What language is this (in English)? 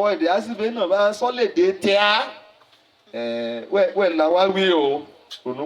Yoruba